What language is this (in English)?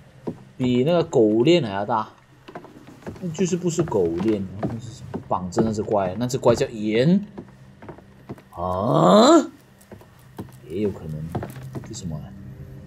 Chinese